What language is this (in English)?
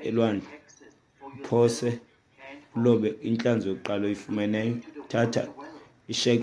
Xhosa